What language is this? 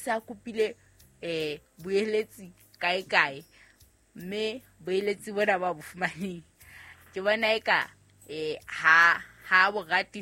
Southern Sotho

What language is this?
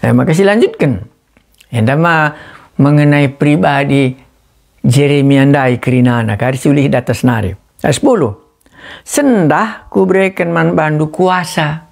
Batak Karo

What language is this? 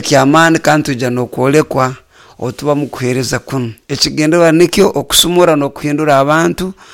Nyoro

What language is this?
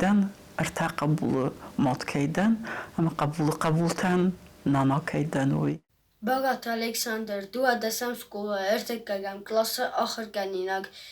Ossetic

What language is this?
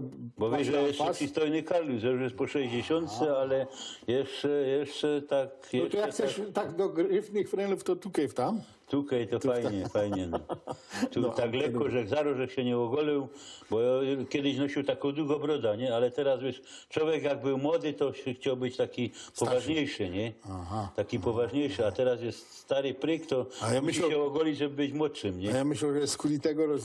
Silesian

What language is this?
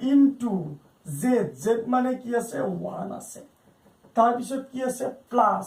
Assamese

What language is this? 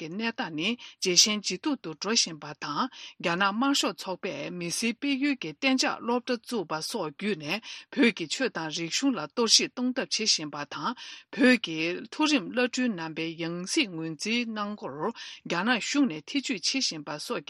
Tibetan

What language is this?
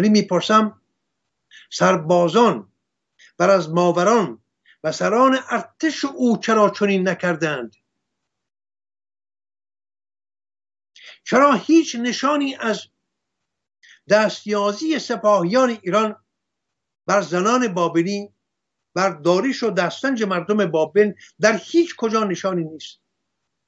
Persian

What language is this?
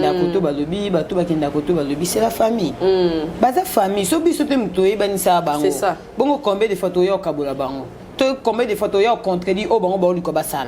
Lingala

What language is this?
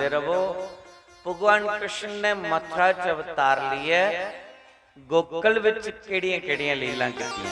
Dogri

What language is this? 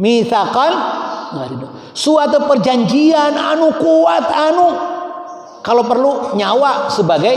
Sundanese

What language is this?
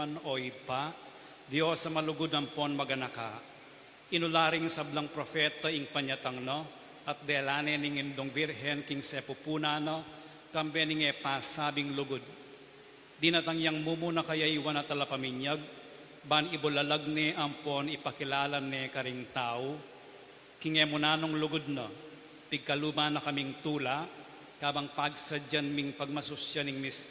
Pampanga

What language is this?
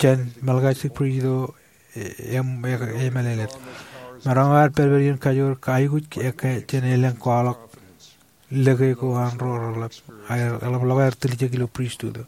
Marshallese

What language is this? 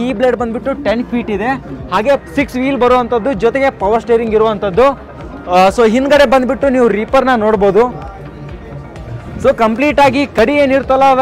Kannada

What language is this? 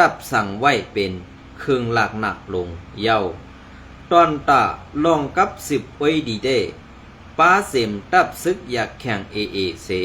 Shan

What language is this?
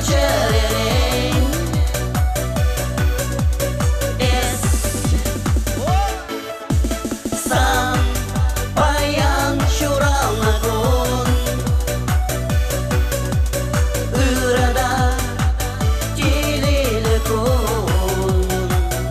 Chuvash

